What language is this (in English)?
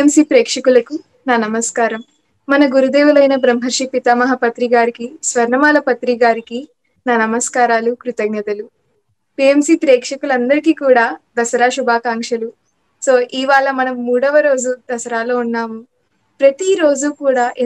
Telugu